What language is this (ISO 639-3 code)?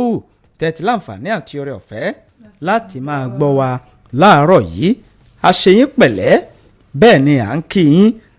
yor